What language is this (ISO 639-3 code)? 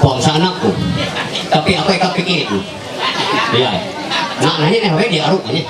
mhy